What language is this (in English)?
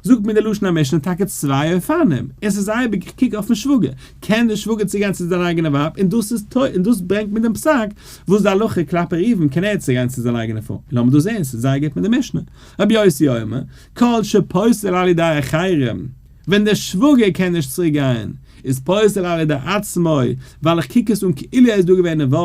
Yiddish